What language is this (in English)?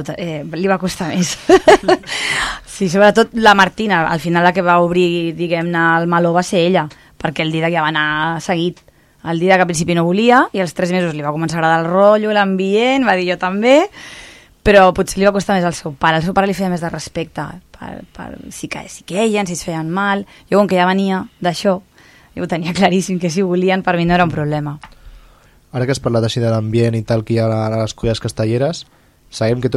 Catalan